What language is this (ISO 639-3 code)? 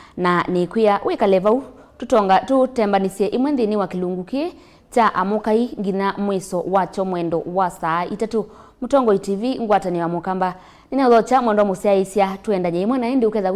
kam